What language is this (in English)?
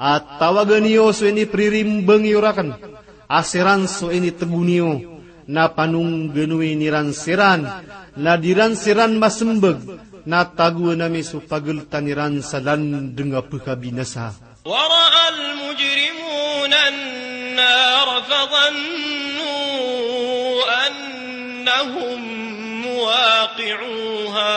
Maranao